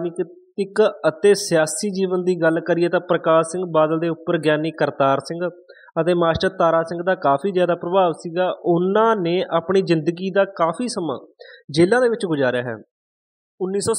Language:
Punjabi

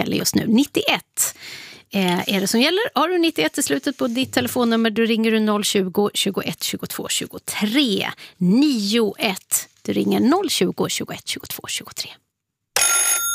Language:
Swedish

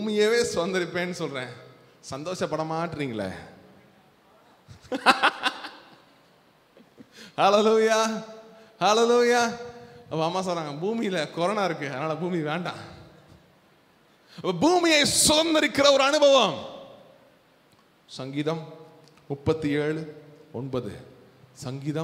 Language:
Tamil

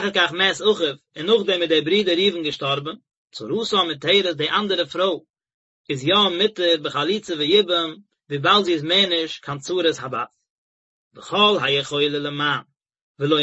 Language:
Yiddish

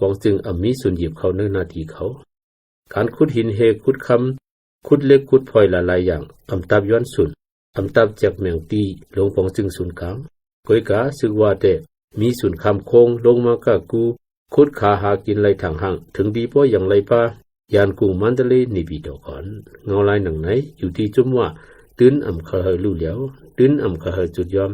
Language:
Shan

